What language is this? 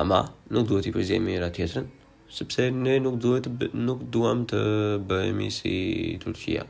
Albanian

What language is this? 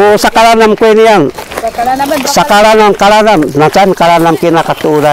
Sakizaya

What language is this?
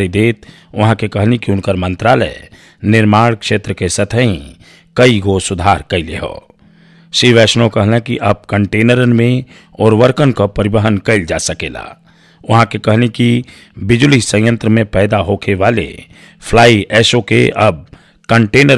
Bhojpuri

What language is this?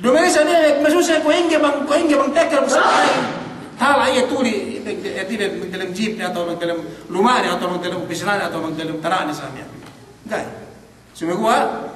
Yakan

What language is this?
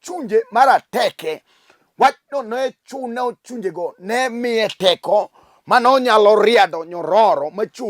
Luo (Kenya and Tanzania)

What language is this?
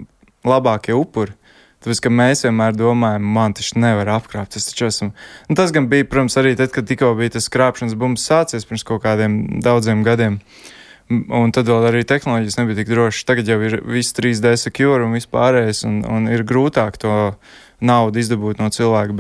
Latvian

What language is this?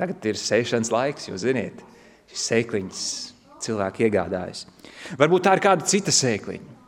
Latvian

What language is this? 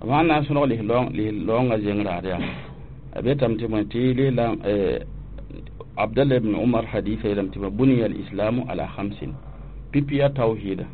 Mossi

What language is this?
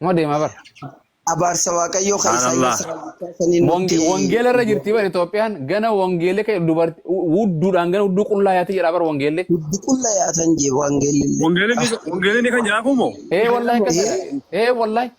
Oromo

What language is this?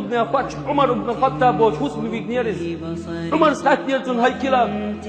Chechen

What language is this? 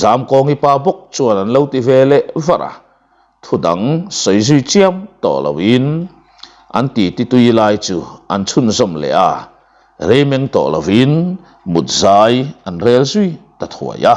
Mizo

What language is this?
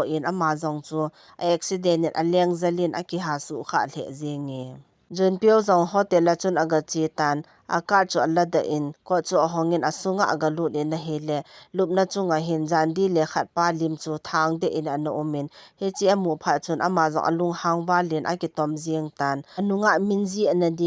Thado Chin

